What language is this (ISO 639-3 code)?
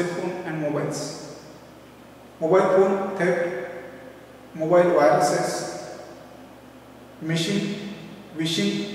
eng